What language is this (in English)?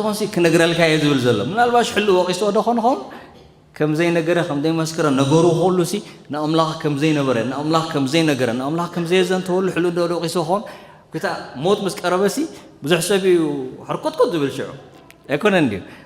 Tigrinya